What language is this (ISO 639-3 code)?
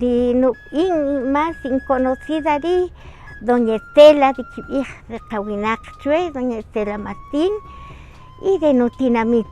cak